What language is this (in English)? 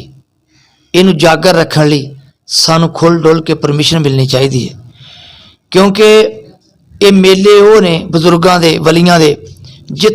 Western Panjabi